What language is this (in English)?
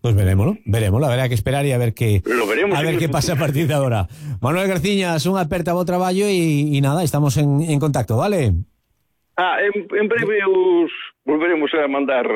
Galician